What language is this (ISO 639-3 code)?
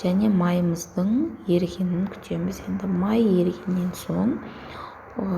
kaz